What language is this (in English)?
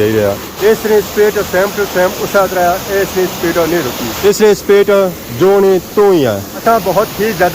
Pahari-Potwari